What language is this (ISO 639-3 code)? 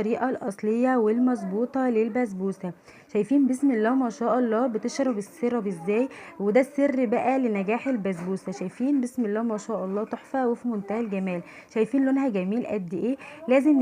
arz